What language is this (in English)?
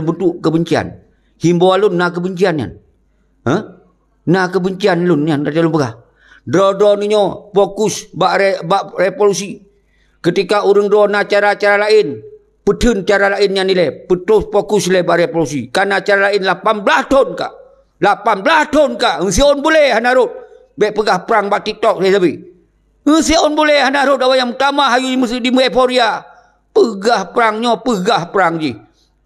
Achinese